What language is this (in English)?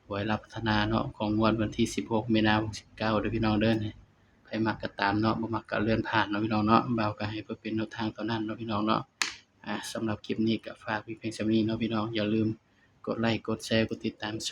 Northeastern Thai